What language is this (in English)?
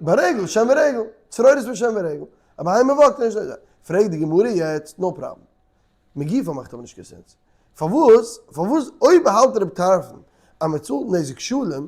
Yiddish